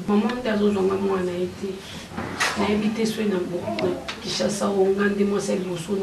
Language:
Lingala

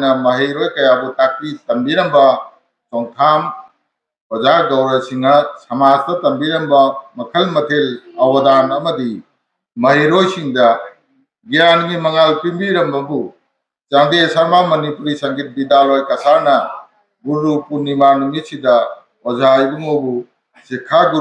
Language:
Manipuri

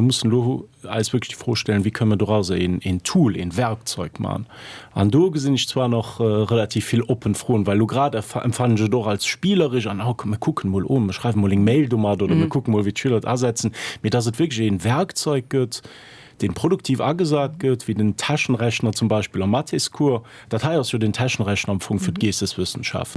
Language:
Luxembourgish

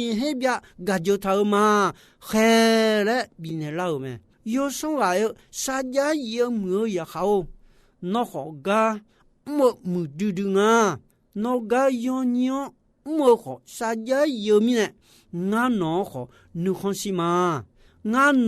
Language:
Akha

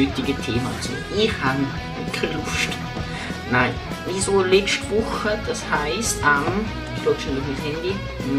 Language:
Swiss German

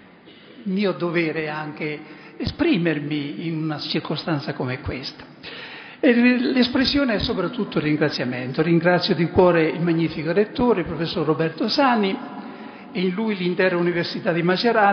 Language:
Italian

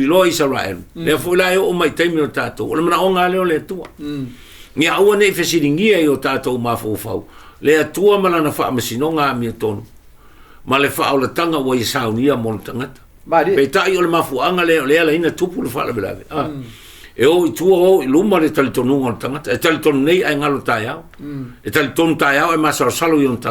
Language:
Samoan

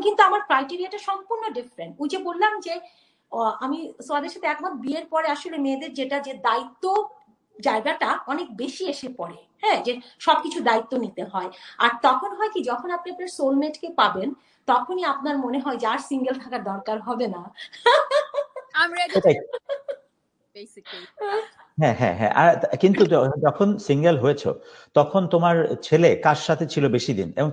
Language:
Bangla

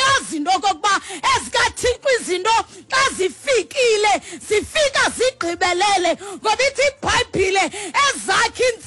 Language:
Xhosa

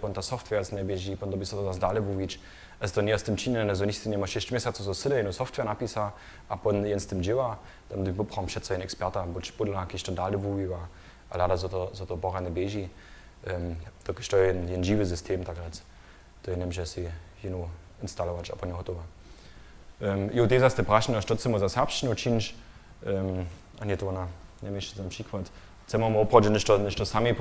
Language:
Upper Sorbian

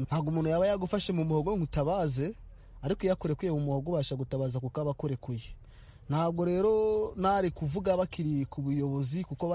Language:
Kinyarwanda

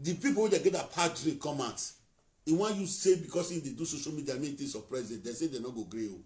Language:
Nigerian Pidgin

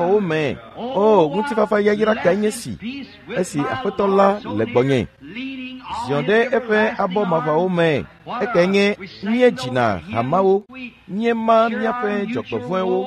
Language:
Ewe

